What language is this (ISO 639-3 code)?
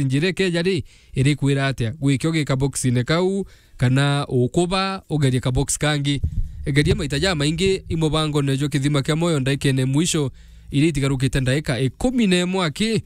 mer